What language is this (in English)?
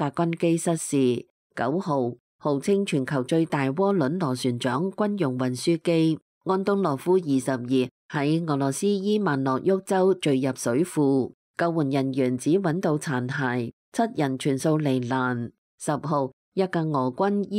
Cantonese